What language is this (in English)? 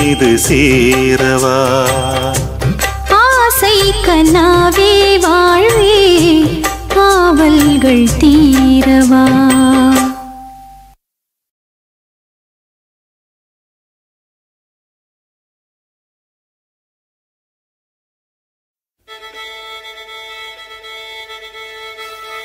Tamil